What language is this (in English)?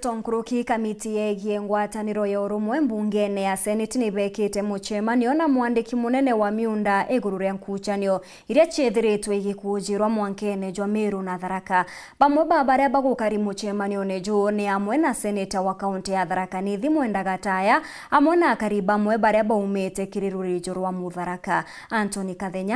Meru